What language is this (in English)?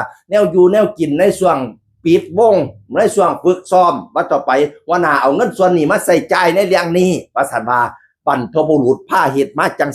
Northeastern Thai